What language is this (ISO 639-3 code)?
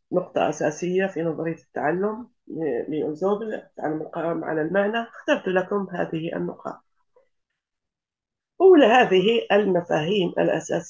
ara